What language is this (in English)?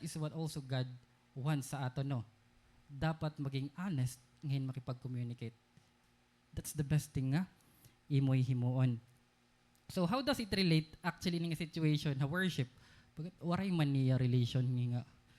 Waray